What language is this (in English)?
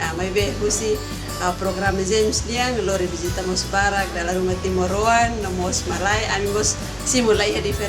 Tetum